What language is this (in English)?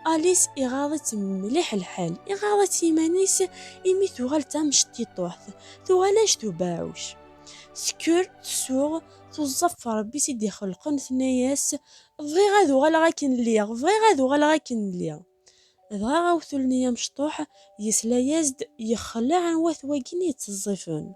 Kabyle